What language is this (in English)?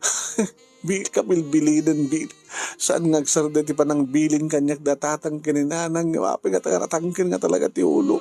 Iloko